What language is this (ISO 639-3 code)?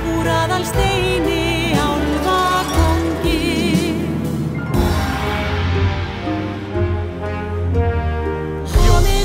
isl